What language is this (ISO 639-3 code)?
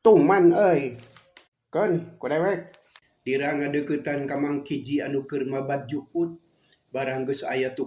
sun